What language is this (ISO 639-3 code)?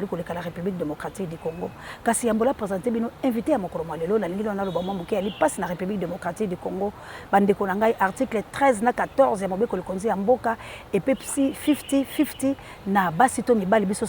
lin